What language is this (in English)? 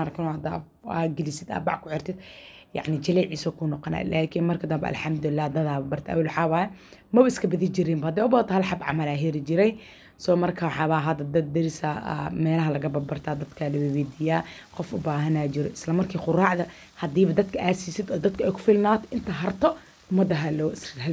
Somali